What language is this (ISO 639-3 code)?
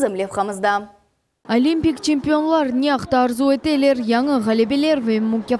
crh